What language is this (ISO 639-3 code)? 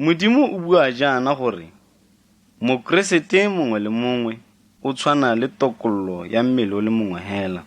tsn